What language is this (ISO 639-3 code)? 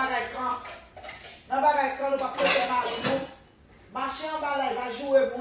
hat